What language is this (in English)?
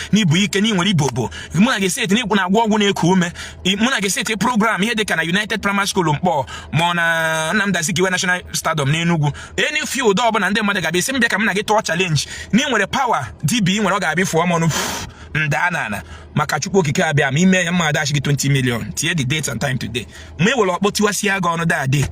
Igbo